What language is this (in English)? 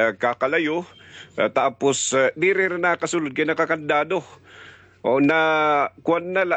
Waray